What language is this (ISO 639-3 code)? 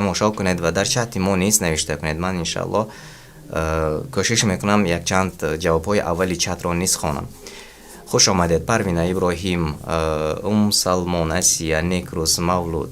tgk